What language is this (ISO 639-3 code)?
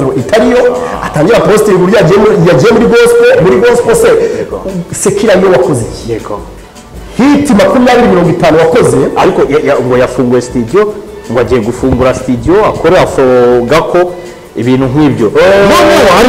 kin